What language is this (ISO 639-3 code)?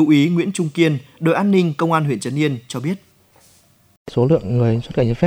vie